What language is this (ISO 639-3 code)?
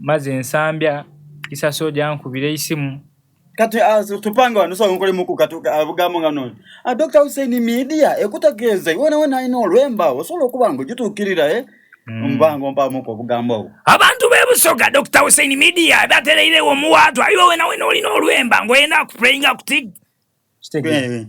xog